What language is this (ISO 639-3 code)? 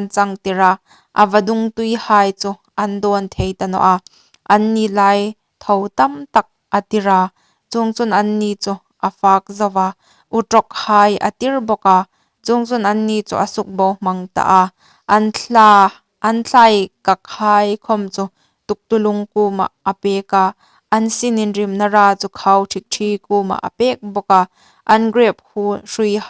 hmr